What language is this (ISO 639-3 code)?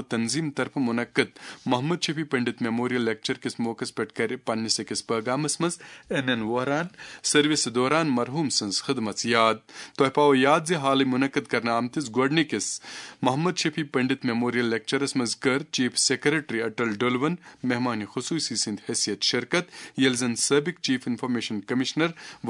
kas